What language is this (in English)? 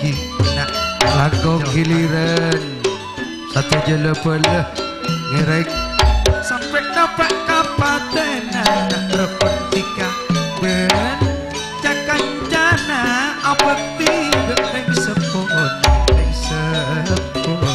Madurese